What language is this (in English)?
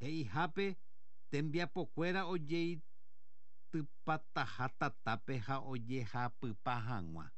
Guarani